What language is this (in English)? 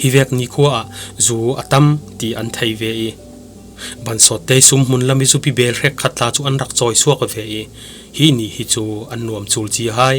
Falam Chin